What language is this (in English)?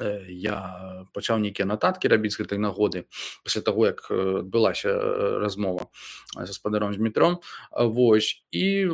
Belarusian